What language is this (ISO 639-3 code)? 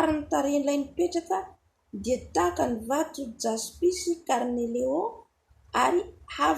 mlg